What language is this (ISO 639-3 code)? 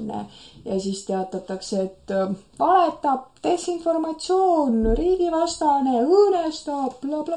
est